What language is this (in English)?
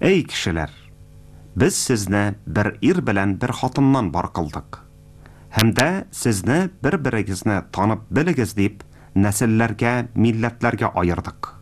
Tatar